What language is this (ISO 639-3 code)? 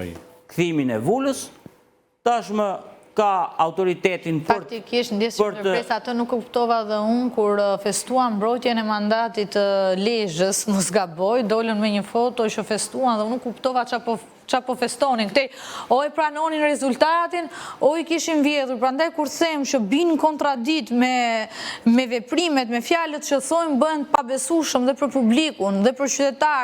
sqi